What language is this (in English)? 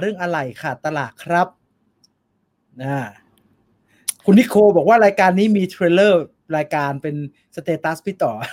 Thai